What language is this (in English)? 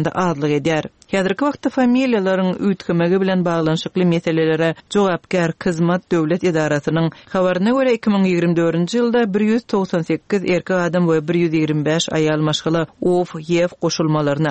Turkmen